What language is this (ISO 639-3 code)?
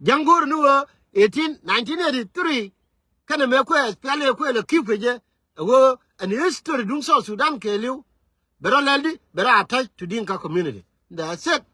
nus